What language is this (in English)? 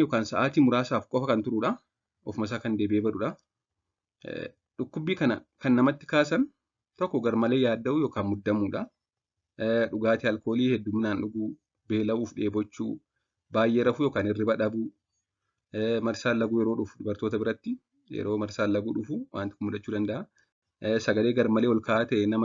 Oromo